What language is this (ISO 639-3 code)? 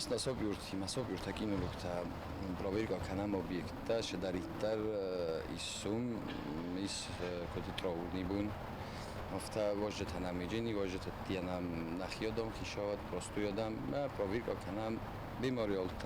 oss